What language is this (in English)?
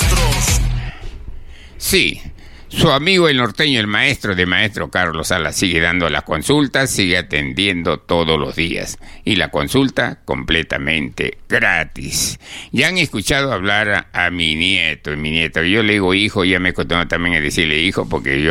Spanish